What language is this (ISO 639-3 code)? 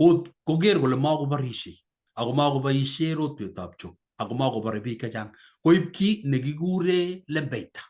kln